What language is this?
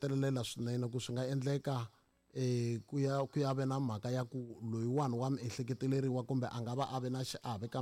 Tsonga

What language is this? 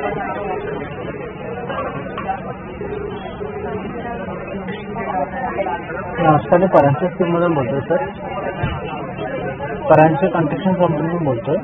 Marathi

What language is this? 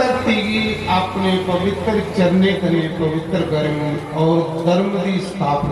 Dogri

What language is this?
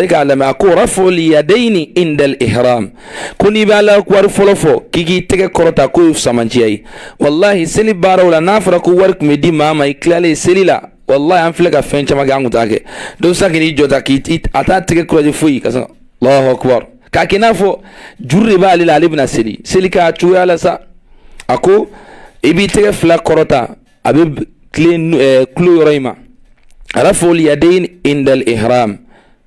Bambara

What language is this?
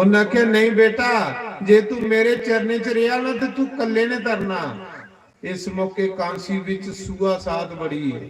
Dogri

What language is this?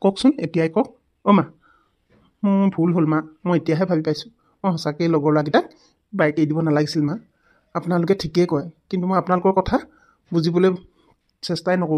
Assamese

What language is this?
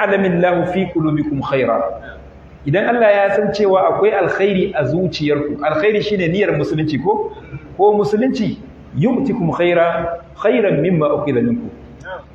Hausa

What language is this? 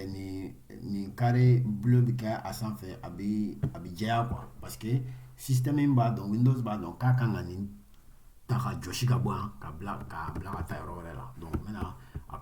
Bambara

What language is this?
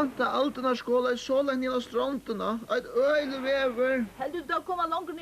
Faroese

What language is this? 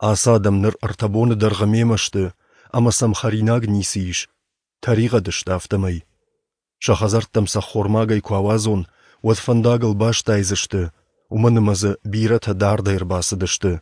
Ossetic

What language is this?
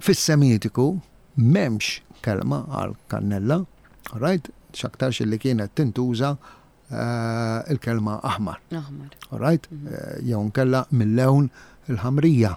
Maltese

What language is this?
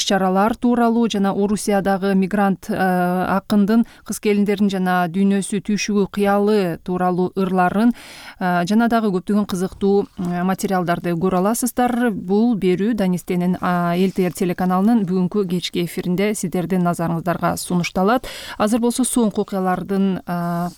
Kyrgyz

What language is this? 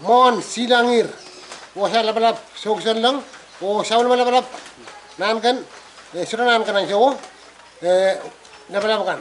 Pohnpeian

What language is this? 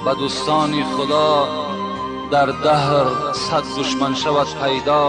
Tajik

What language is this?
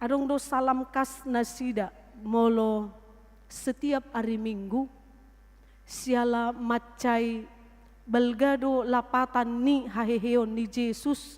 Batak Toba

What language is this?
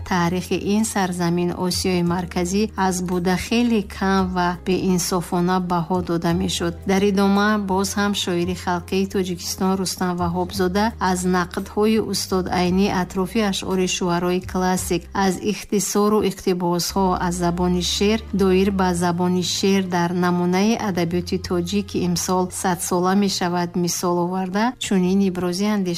Tajik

